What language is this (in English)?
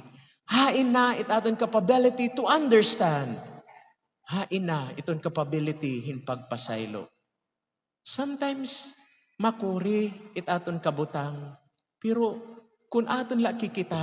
Waray